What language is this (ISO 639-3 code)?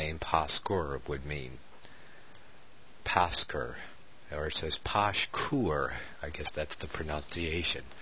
eng